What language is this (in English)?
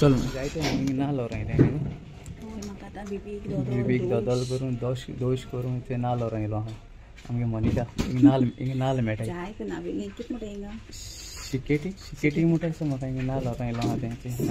Konkani